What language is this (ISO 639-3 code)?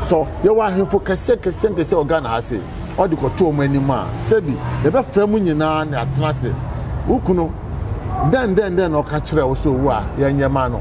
aka